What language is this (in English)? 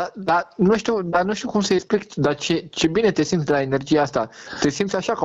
Romanian